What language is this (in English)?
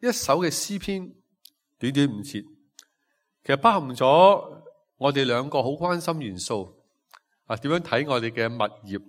Cantonese